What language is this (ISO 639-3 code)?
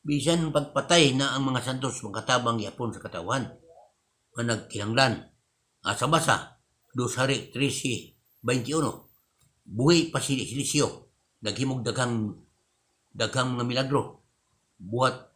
ceb